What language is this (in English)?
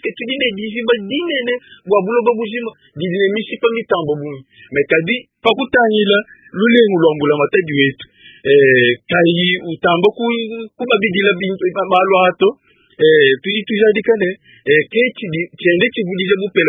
Luba-Lulua